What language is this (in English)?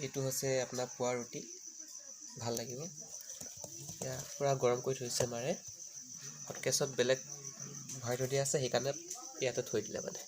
Assamese